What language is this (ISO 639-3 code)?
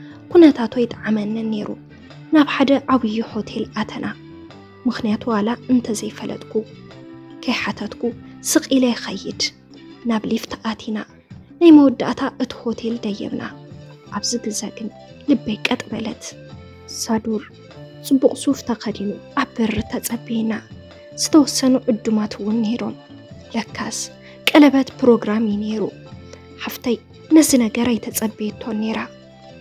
tir